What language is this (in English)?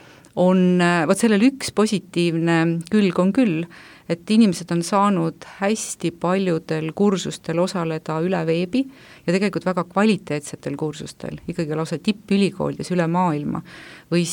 Estonian